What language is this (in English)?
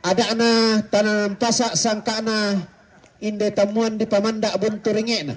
Toraja-Sa'dan